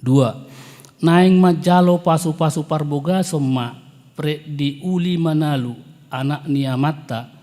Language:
Batak Toba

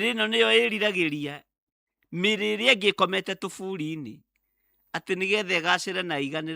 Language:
Kikuyu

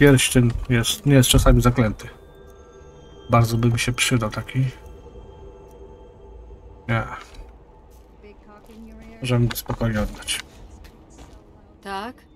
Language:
Polish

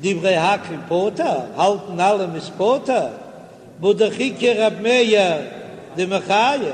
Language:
Yiddish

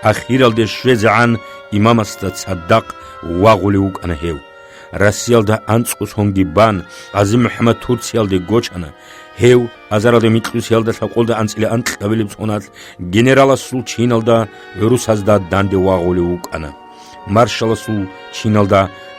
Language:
Avaric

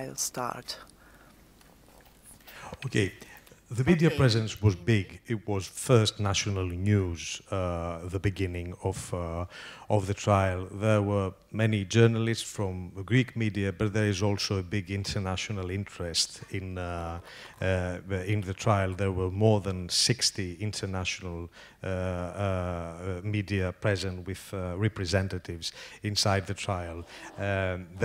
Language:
English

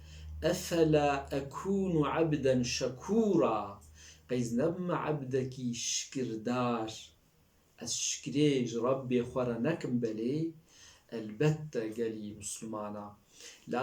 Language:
Kurdish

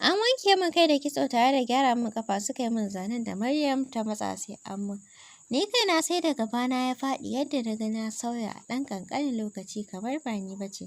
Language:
Hausa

